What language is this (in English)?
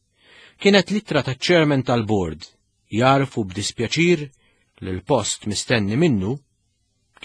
Maltese